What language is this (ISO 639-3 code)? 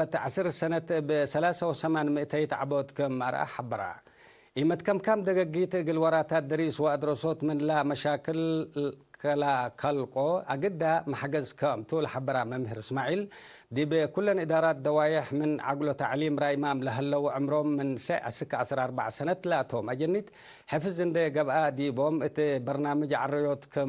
tig